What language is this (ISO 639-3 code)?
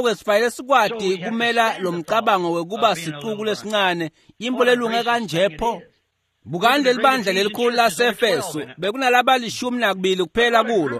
ssw